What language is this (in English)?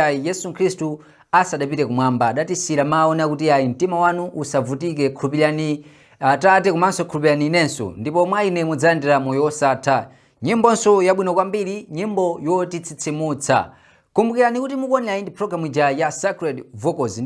Nyanja